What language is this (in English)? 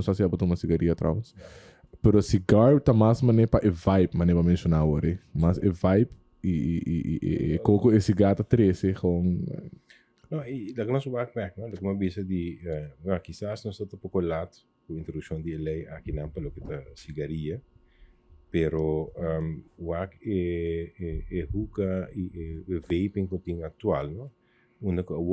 Papiamento